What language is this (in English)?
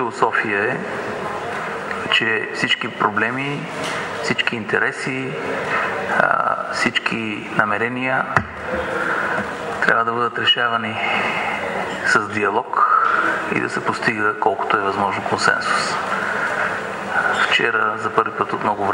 Bulgarian